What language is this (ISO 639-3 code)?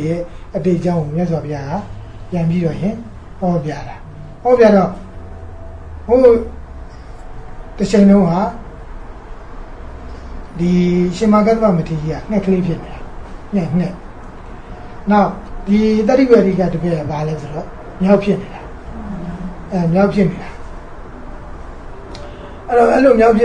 mya